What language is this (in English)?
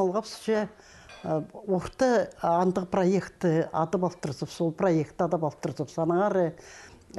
Khakas